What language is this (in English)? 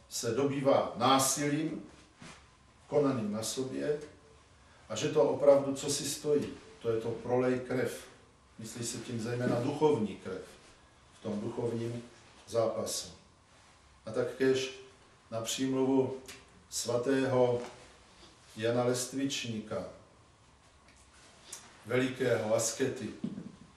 Czech